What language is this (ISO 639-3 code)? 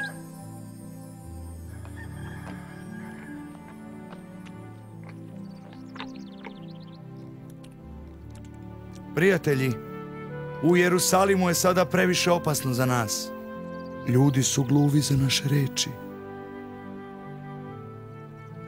srp